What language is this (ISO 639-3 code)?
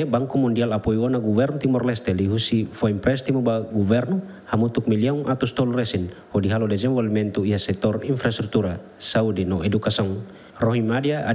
tet